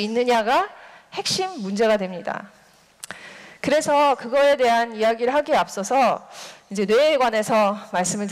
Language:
Korean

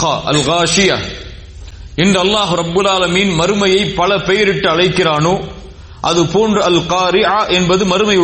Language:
Tamil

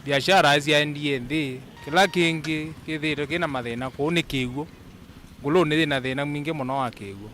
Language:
Kamba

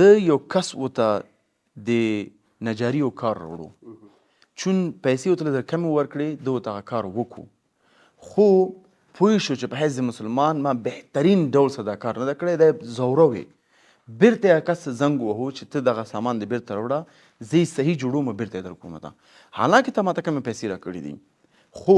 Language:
Pashto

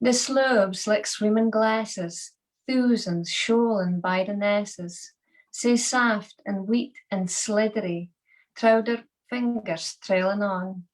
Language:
Scots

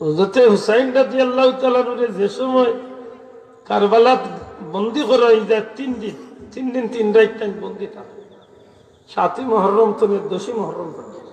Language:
Sylheti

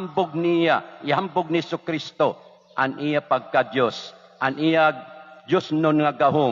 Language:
Waray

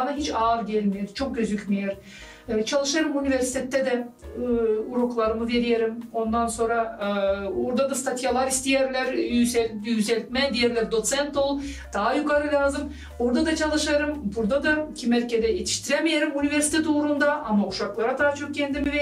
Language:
Gagauz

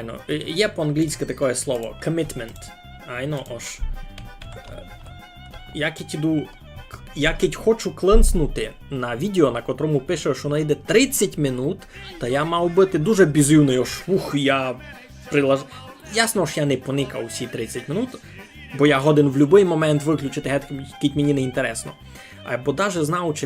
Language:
Rusyn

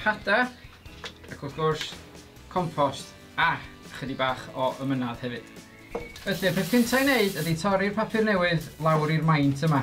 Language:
Welsh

